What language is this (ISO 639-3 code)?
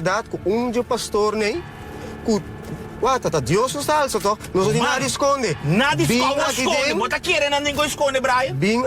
pap